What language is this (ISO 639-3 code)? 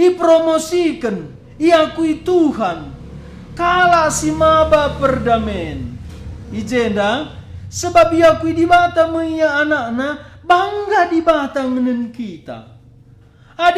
btx